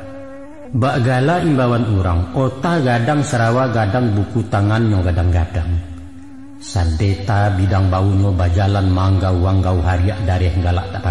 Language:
Minangkabau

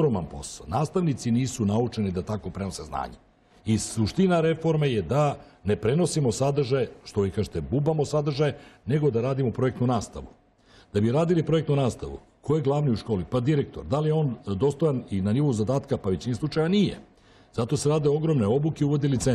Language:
Serbian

